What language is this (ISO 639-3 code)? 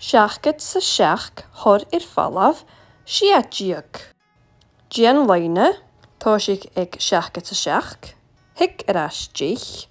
gla